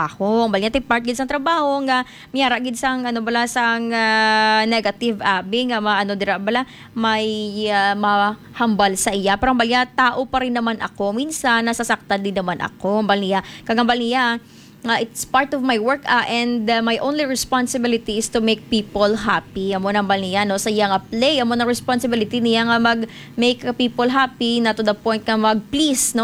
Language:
Hiligaynon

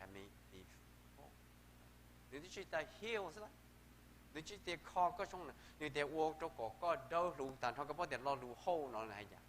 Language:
Hmong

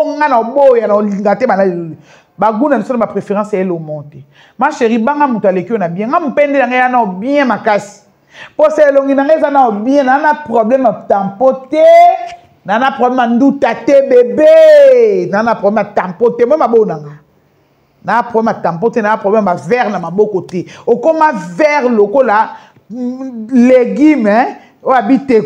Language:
Lingala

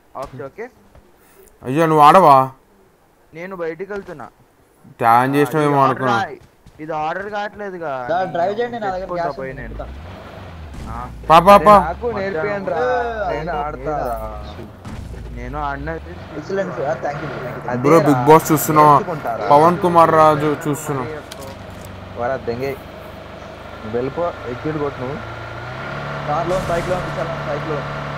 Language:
Telugu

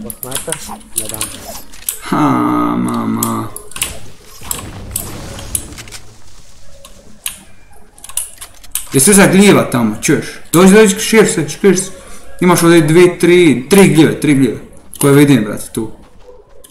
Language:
Croatian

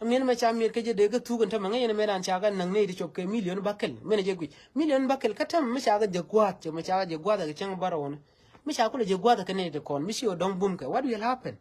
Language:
Nuer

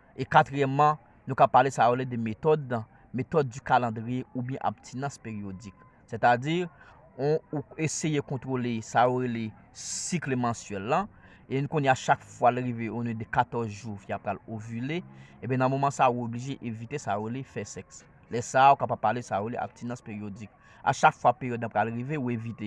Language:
Haitian Creole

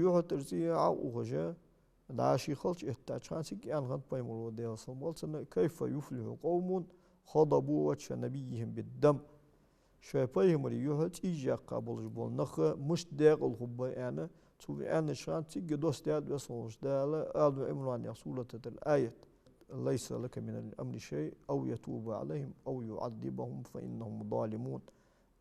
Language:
Ingush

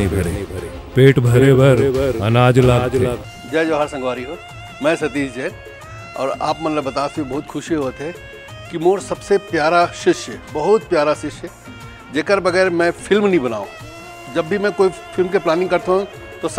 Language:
Chhattisgarhi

